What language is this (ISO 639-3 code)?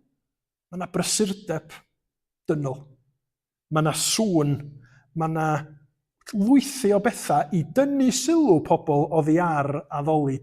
cym